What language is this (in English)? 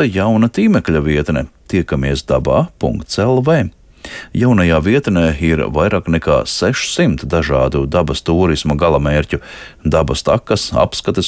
Latvian